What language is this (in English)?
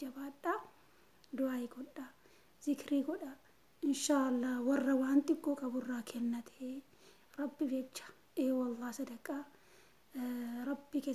Oromo